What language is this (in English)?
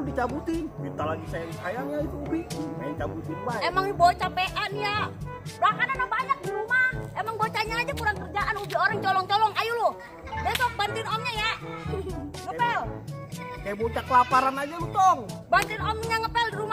Betawi